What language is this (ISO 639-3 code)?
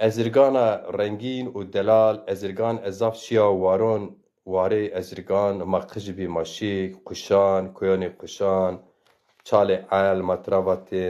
zza